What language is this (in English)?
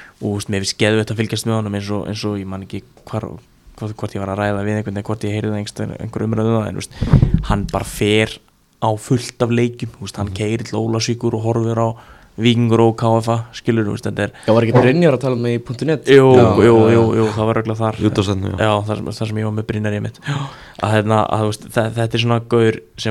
Icelandic